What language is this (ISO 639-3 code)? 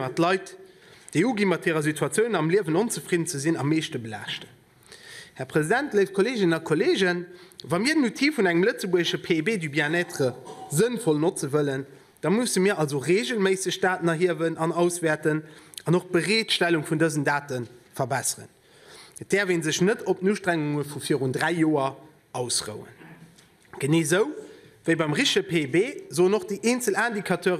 ltz